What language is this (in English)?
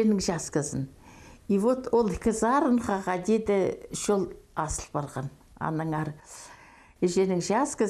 Khakas